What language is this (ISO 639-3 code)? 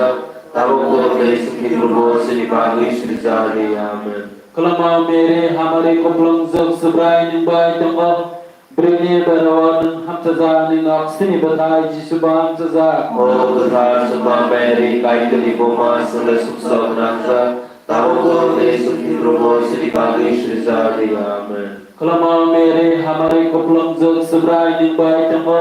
trp